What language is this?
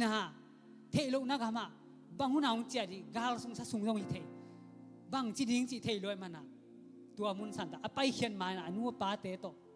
Tedim Chin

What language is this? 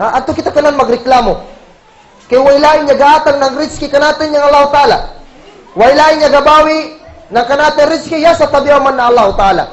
Kagan Kalagan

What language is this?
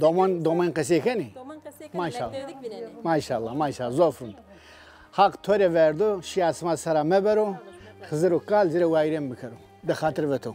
Zaza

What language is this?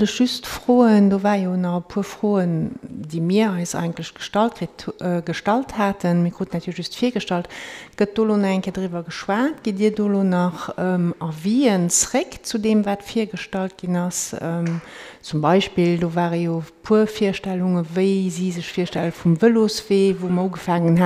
Luxembourgish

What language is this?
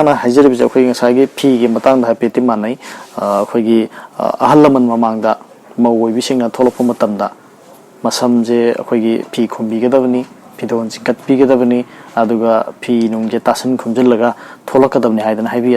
Manipuri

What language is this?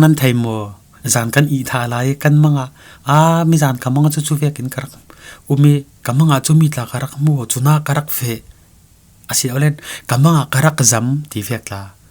Falam Chin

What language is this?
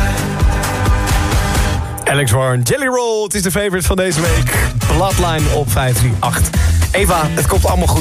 Dutch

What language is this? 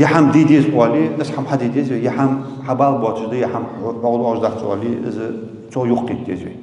Ingush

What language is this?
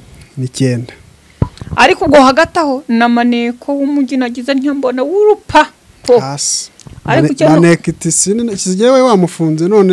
Kinyarwanda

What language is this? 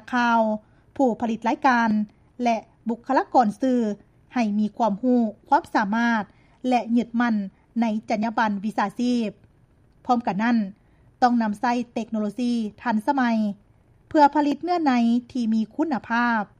Lao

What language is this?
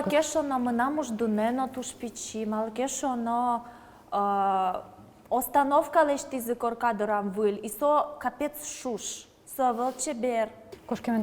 Udmurt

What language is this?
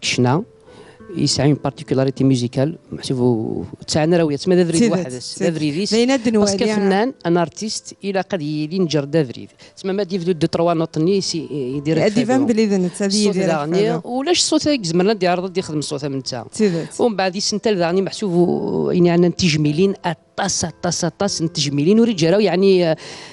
Kabyle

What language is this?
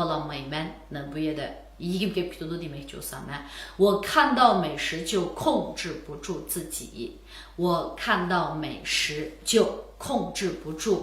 Uyghur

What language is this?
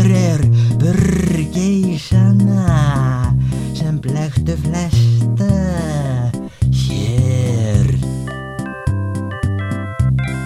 Icelandic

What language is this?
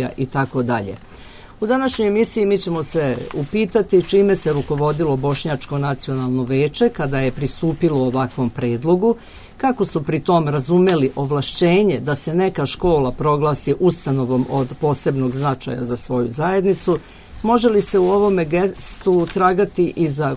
Serbian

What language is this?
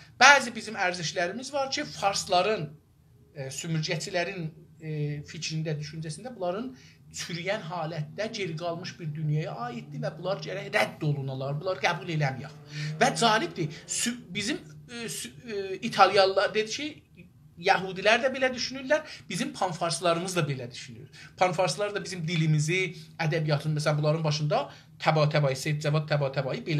South Azerbaijani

